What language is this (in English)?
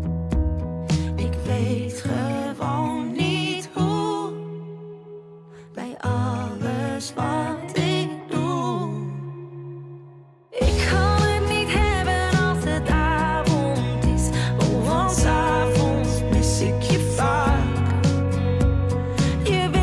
Dutch